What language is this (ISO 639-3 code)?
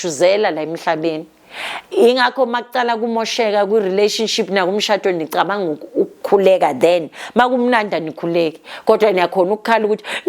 zul